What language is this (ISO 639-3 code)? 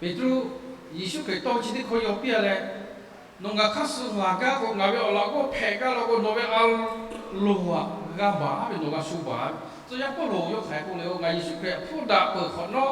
lhu